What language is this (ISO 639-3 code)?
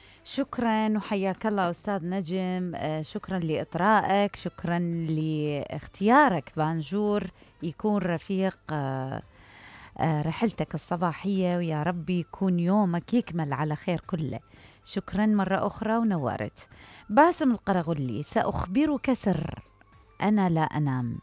acm